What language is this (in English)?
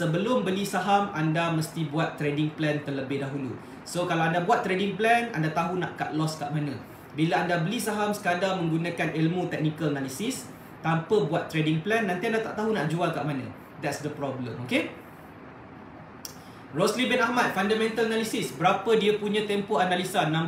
Malay